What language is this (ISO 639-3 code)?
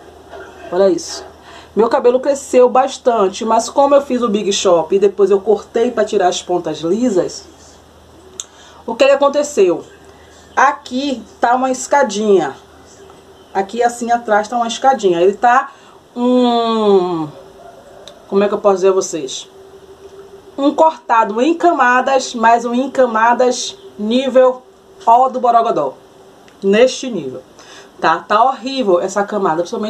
por